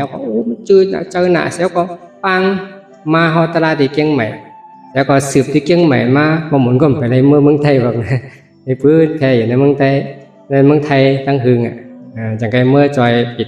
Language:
Shan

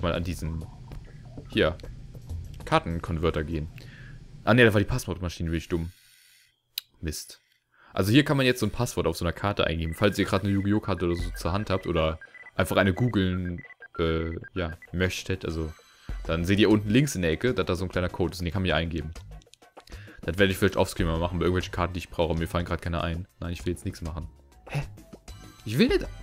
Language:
German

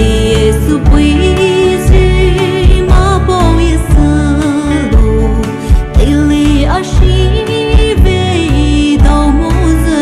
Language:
Poumei Naga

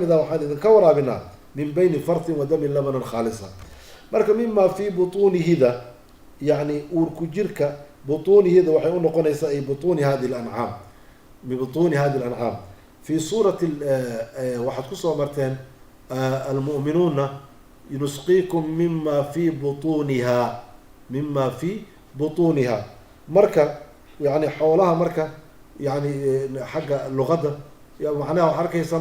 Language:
Somali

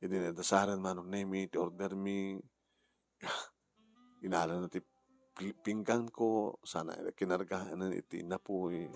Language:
Iloko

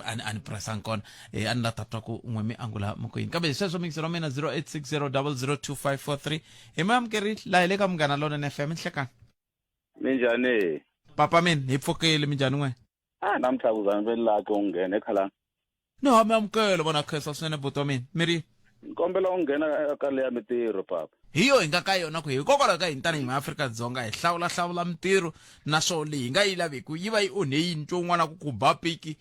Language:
Tsonga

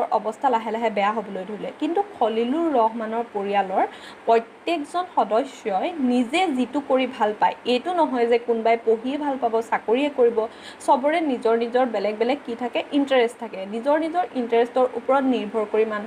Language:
Assamese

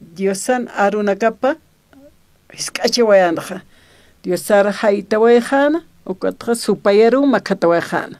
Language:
Aymara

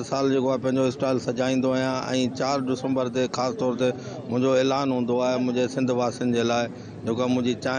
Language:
Sindhi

